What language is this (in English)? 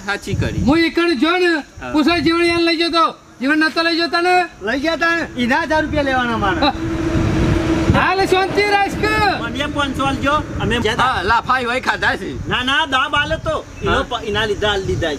Gujarati